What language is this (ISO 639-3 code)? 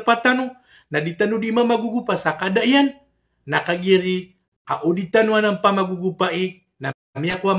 mrw